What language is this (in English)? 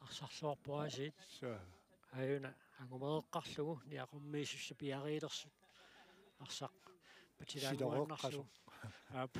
Kalaallisut